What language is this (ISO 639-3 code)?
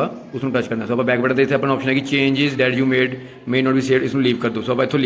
pan